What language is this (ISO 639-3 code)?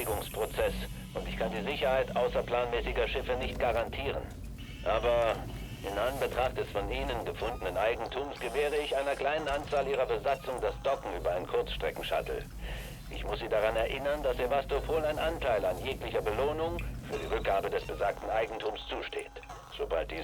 bar